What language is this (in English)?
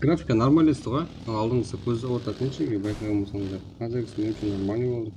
Kara-Kalpak